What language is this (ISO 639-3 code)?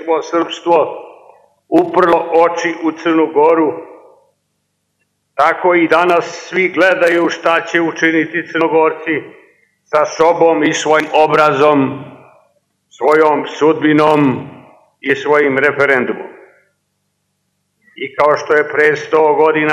srp